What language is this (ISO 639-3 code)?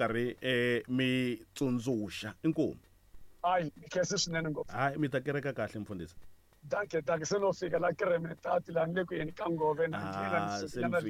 tso